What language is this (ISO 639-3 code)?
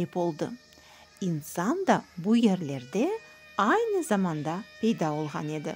crh